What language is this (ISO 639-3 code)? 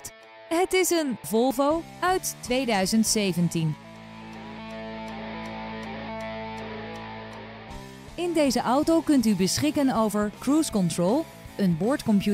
nld